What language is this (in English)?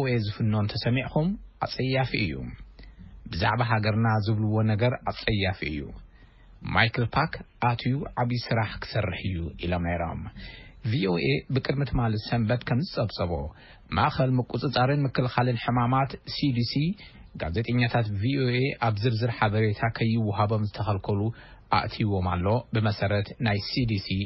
Tigrinya